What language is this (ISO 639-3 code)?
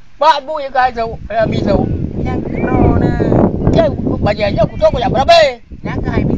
ace